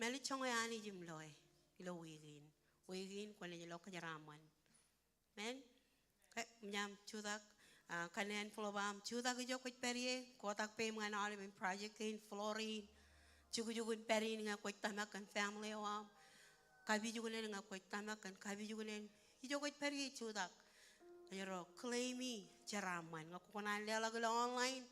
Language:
Marshallese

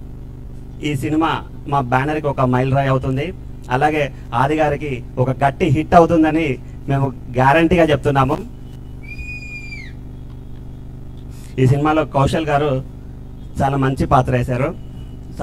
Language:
Telugu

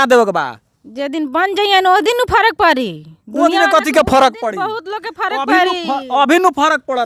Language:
Bhojpuri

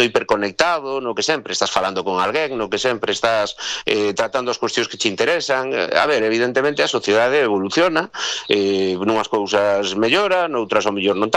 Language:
Galician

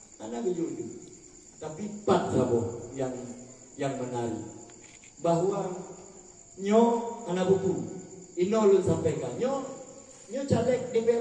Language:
Achinese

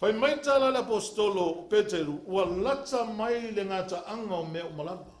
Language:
Samoan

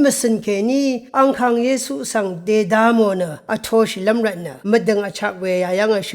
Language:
Rawang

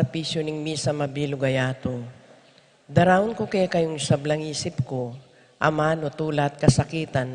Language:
Pampanga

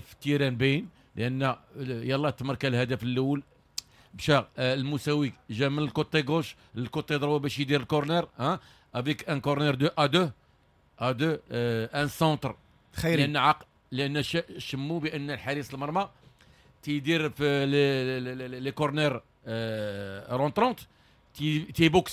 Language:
Moroccan Arabic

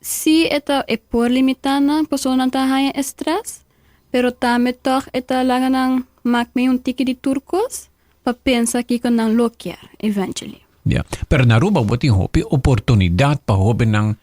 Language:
Papiamento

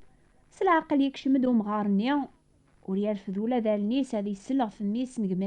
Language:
Kabyle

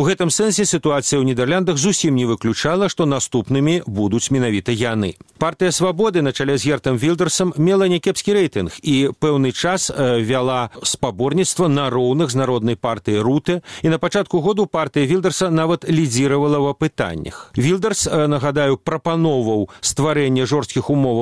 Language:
Belarusian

